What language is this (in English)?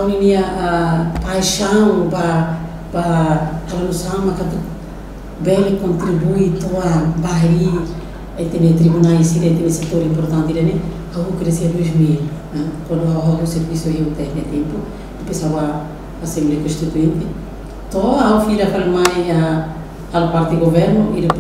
Tetum